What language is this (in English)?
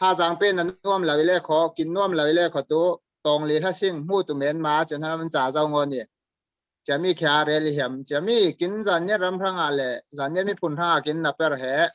Falam Chin